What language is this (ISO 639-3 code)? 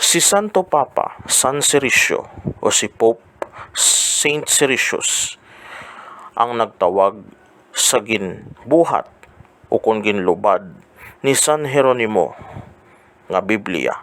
hil